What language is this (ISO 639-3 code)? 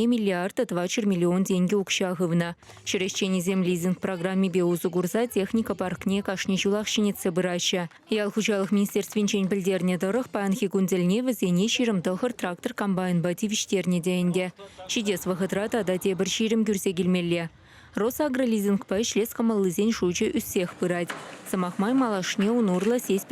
chv